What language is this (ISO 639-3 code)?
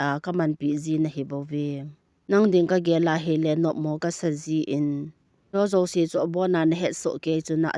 tcz